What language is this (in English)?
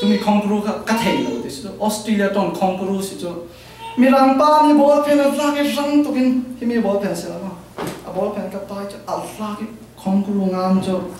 Falam Chin